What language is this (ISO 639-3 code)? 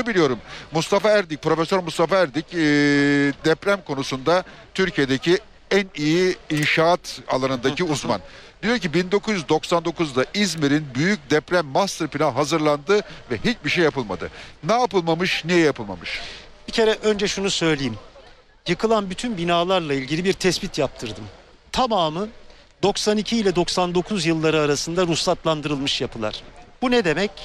tur